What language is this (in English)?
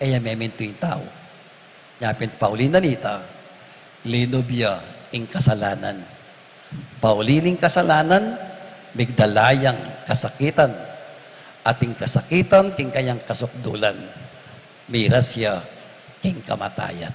Pampanga